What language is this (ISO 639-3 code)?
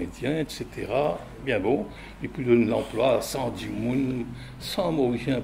mfe